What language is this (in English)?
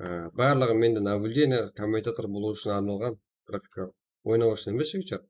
Kara-Kalpak